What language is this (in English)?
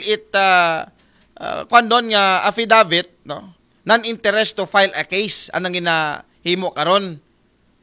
Aklanon